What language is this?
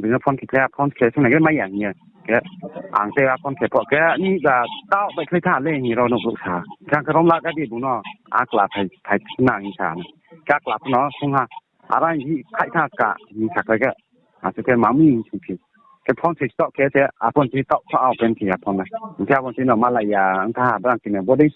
Riang (India)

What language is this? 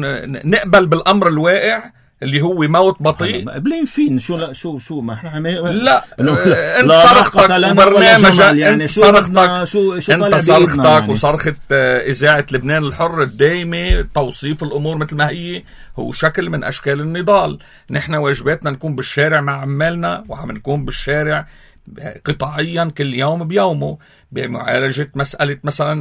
North Levantine Arabic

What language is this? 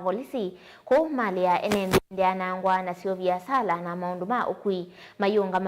Kamba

